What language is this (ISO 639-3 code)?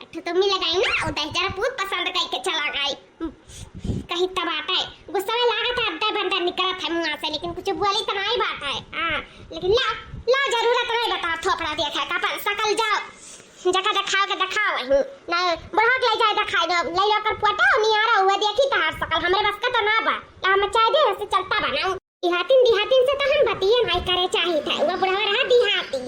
awa